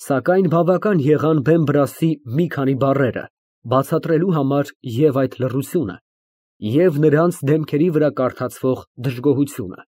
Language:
Armenian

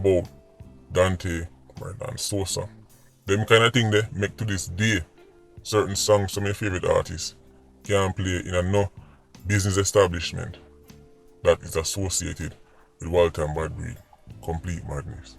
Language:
Jamaican Creole English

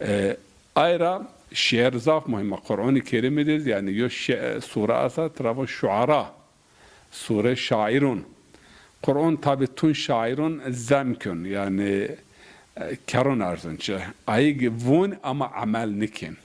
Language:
Zaza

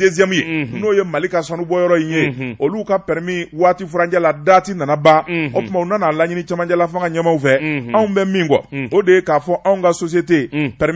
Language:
Bambara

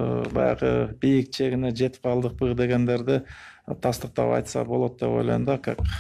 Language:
Kyrgyz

